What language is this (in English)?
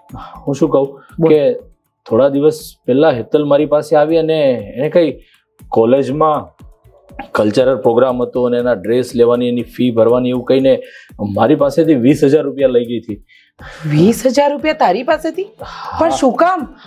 Gujarati